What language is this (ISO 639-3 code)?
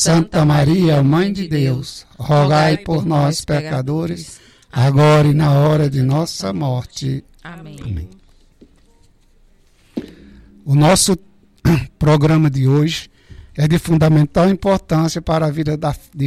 por